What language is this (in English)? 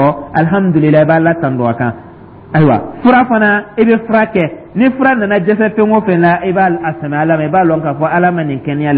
Dyula